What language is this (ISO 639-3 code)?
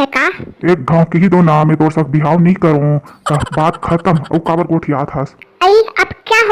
hne